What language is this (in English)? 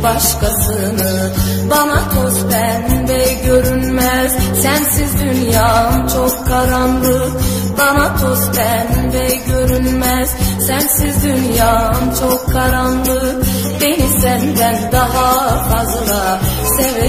Turkish